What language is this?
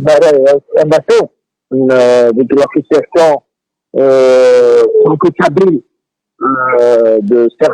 Kabyle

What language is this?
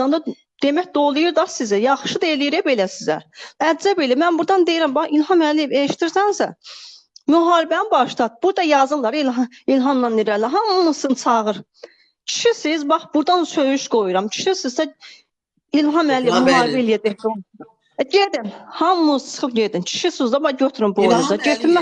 Azerbaijani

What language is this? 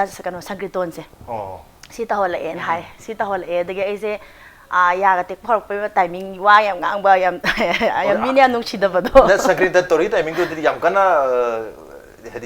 Manipuri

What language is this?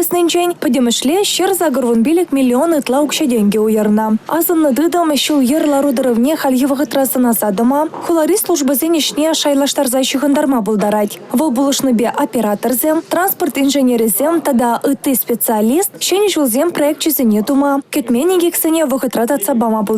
Chuvash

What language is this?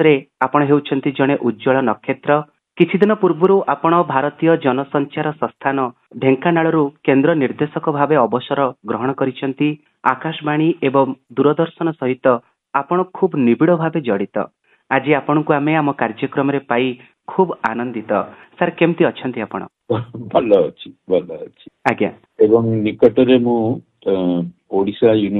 Odia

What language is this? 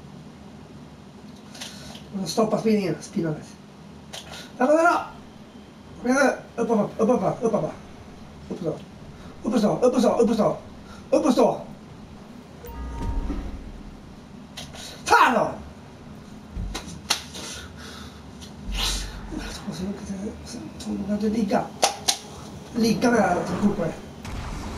Swedish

